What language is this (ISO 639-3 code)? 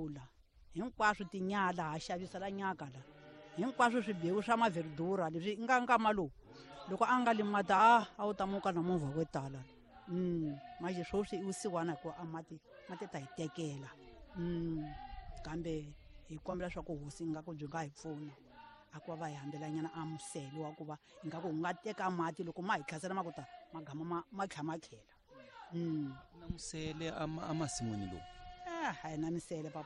tso